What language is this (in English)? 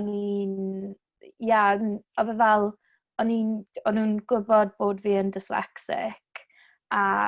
Welsh